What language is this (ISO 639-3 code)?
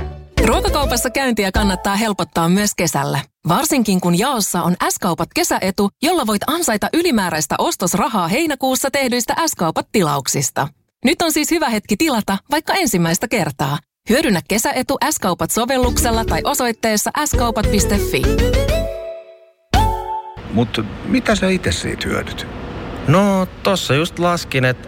fin